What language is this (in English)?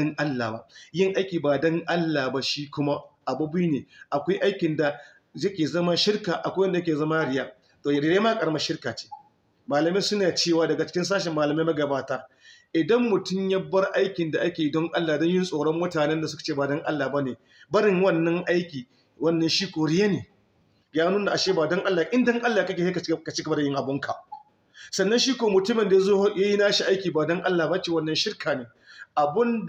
Hausa